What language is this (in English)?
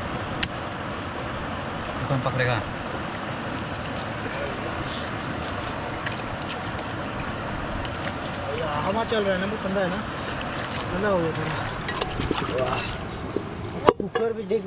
Hindi